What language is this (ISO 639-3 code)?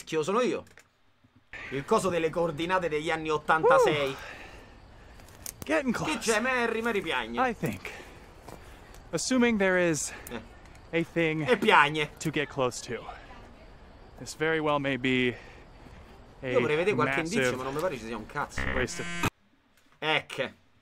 ita